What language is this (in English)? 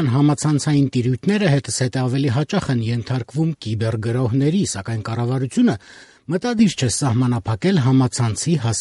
Armenian